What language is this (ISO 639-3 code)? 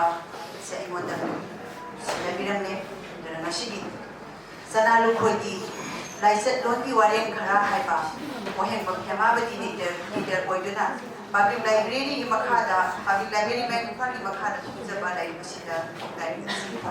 mni